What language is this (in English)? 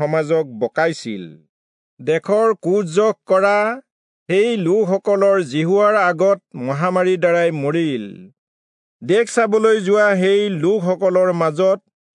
Assamese